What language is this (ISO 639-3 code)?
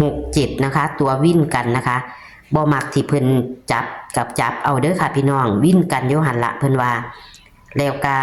lao